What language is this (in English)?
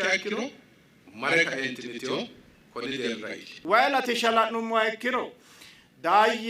Sidamo